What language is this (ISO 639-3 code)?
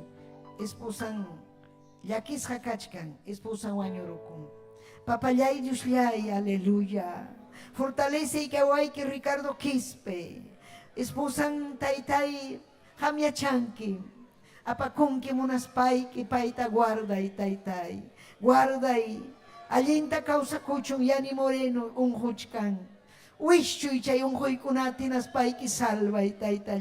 quy